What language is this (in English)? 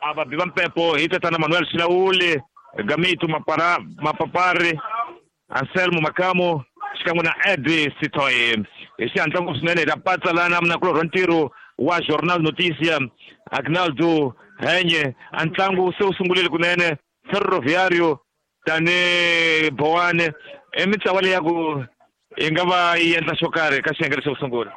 Tsonga